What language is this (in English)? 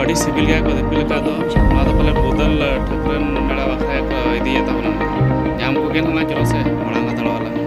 Santali